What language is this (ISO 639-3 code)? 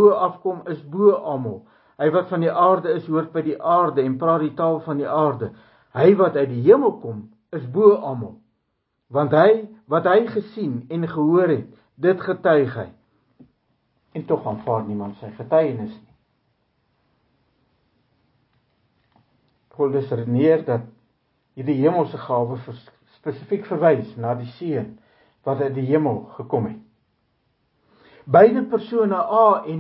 afr